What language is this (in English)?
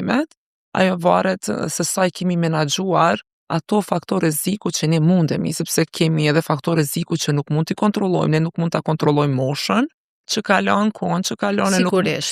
Albanian